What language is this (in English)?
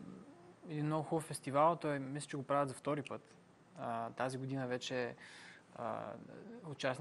Bulgarian